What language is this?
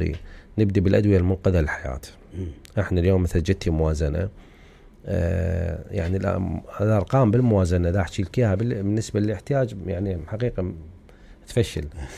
Mesopotamian Arabic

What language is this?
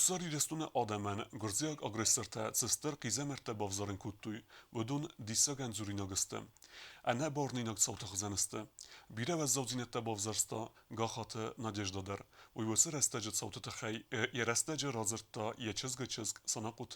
Ossetic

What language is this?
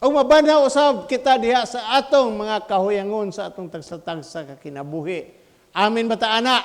Cebuano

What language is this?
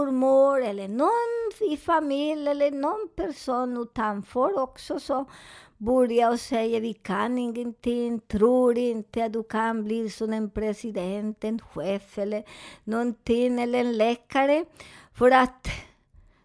Swedish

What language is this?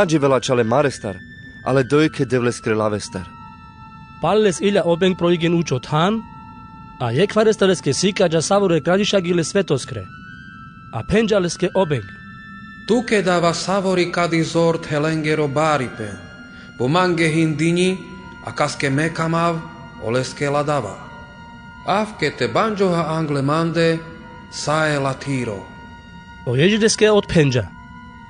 Carpathian Romani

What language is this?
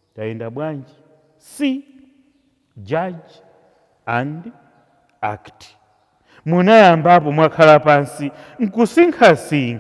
Nyanja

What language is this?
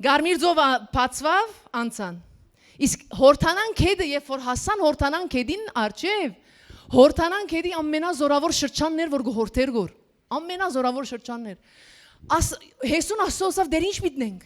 Western Armenian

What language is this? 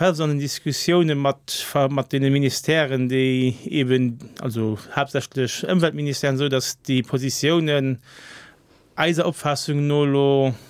Luxembourgish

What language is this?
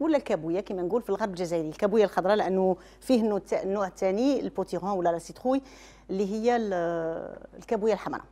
Algerian Arabic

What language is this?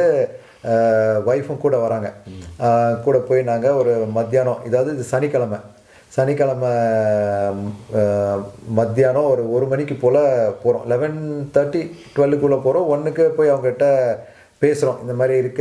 Tamil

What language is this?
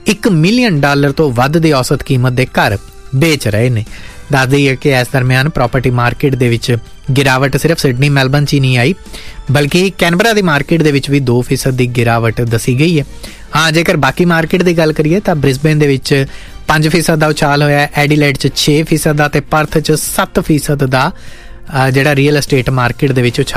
Punjabi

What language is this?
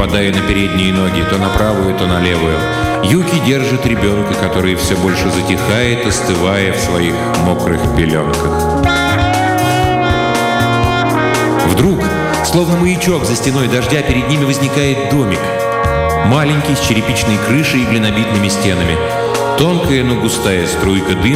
Russian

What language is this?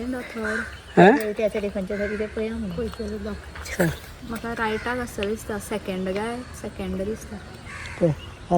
Konkani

